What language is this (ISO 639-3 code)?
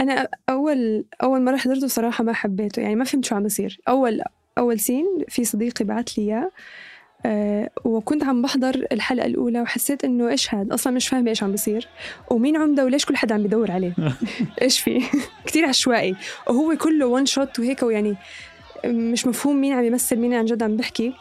apc